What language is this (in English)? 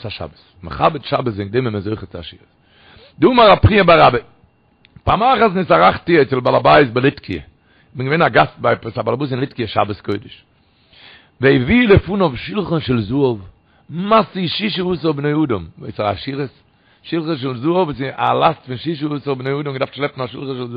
Yiddish